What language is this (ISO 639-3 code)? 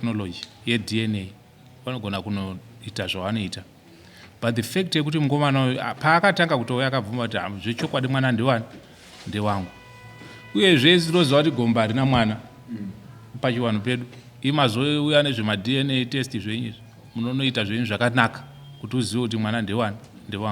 sna